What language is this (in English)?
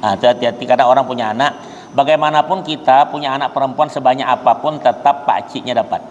Banjar